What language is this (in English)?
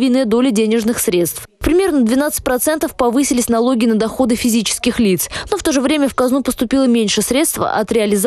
Russian